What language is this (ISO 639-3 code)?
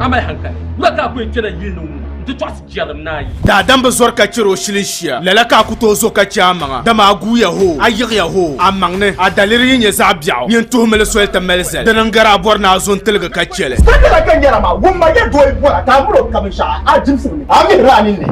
dag